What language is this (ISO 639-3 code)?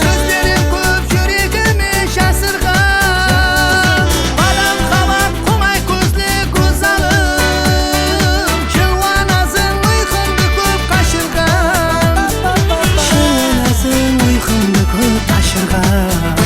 kaa